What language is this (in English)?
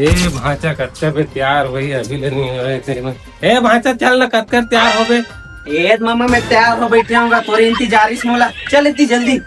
Chhattisgarhi